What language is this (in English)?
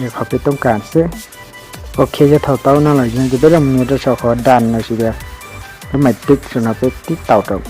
Hmong